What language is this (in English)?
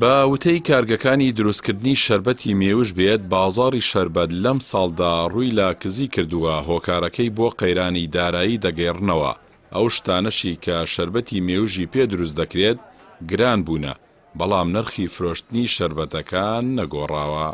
Central Kurdish